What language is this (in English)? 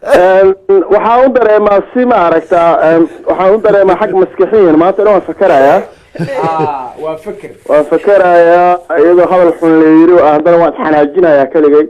Somali